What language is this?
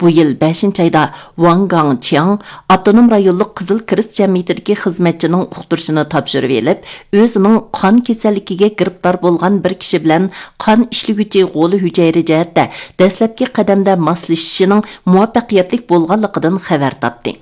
Uyghur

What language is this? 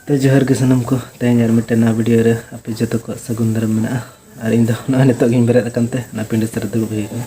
Santali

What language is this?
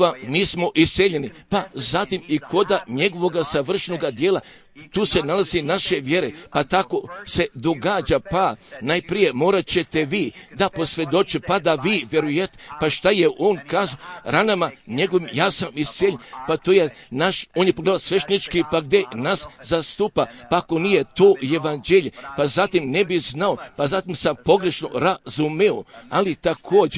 Croatian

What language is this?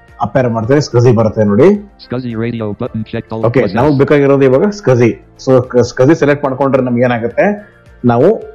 Kannada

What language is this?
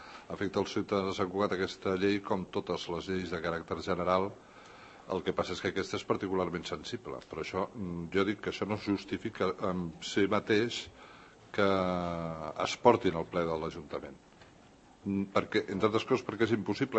Catalan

